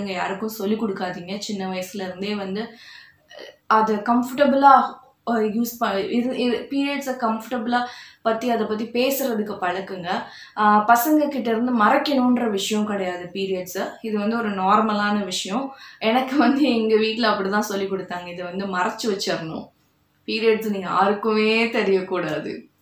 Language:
Tamil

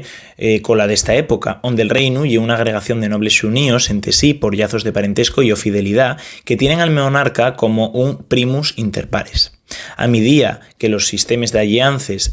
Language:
Asturian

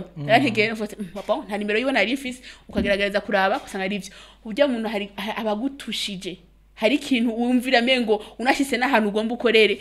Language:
Rundi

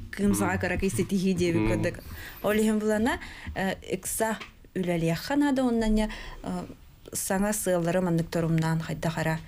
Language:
Yakut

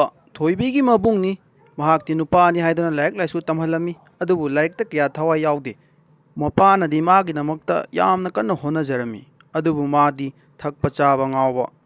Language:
Manipuri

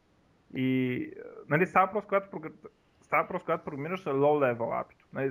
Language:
Bulgarian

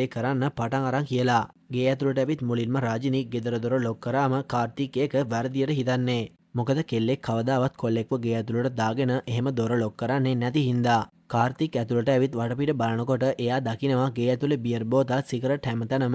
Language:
Sinhala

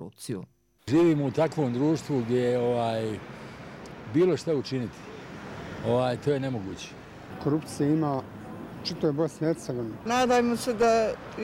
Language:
Croatian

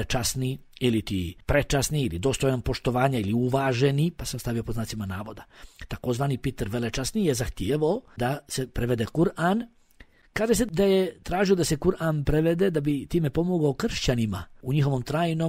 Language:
Bosnian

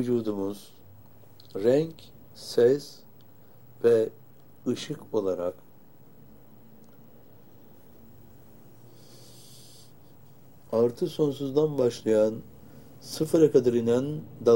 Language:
Turkish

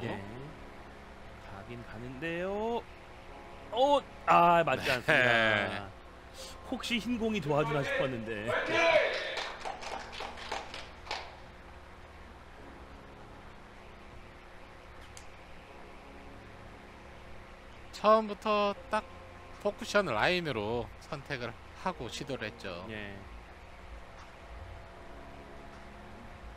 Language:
Korean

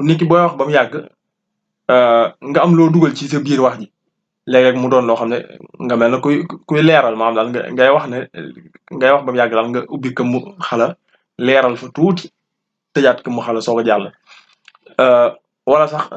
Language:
Wolof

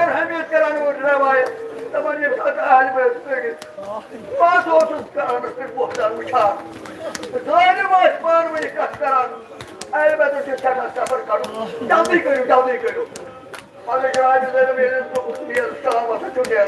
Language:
Kashmiri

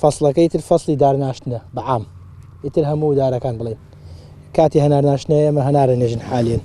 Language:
Central Kurdish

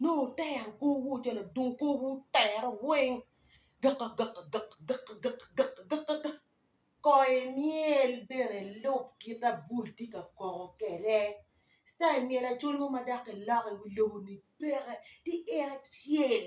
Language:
Acoli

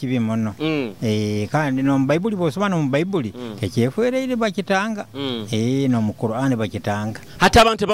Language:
Nyoro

